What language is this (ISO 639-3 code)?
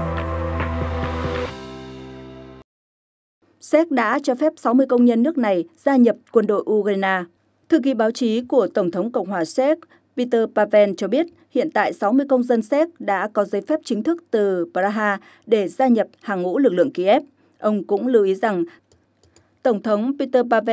vie